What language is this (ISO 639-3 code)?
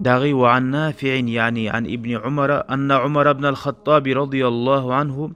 kum